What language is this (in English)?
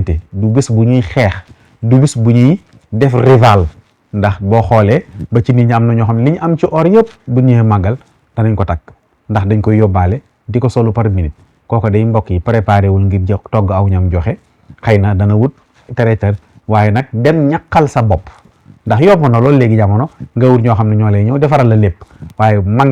Wolof